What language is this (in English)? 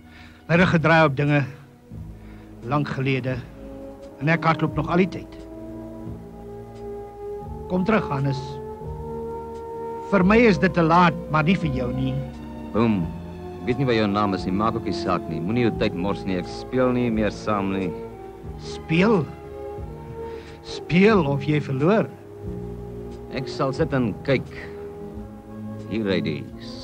Afrikaans